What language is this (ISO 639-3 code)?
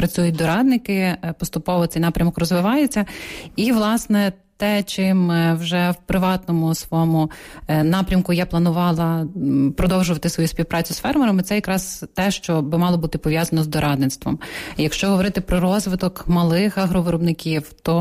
ukr